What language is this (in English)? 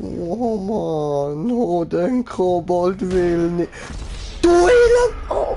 Swiss German